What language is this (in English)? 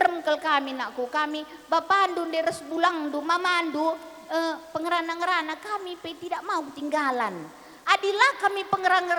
Batak Karo